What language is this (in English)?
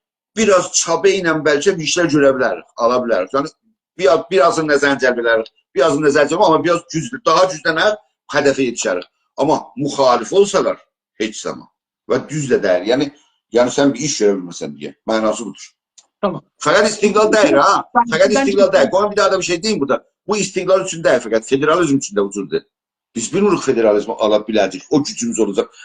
South Azerbaijani